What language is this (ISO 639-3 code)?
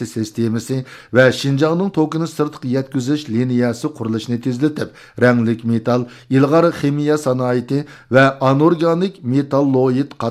uig